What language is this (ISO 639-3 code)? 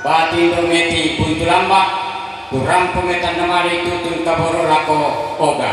sda